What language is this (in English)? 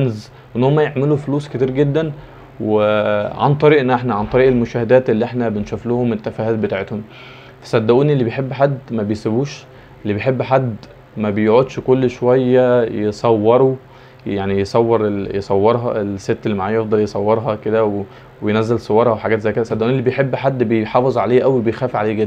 Egyptian Arabic